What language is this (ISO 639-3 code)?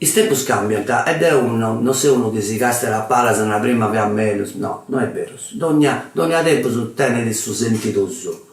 srd